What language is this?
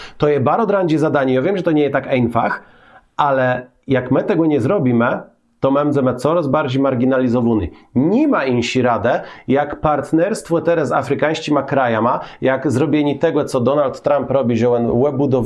Kashubian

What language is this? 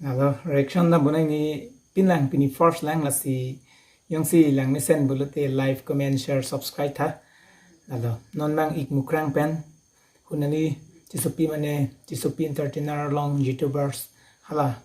Karbi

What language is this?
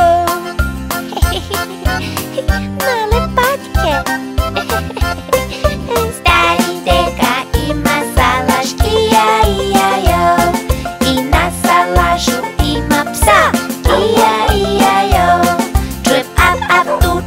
Serbian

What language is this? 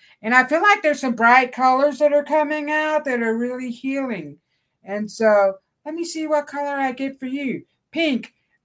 English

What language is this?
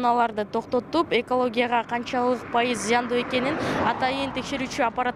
Kyrgyz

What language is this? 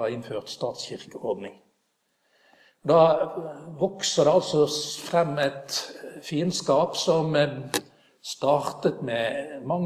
Norwegian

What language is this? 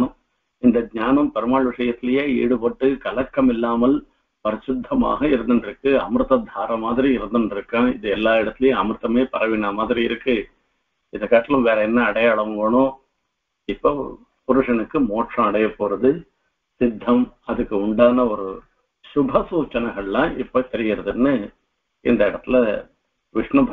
Tamil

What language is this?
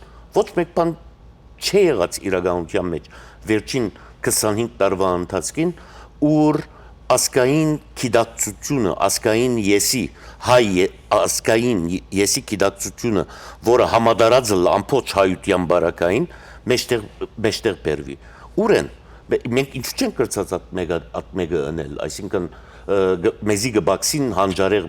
Western Armenian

